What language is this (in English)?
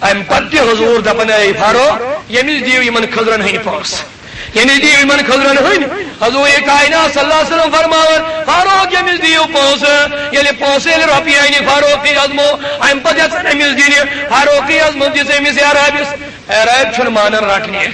Kashmiri